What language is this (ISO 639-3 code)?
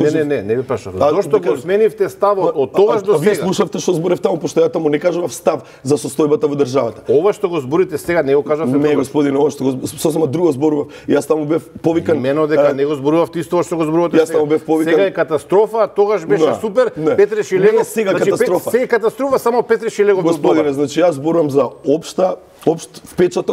mkd